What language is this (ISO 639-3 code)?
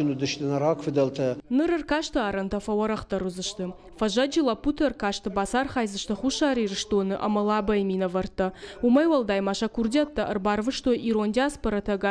oss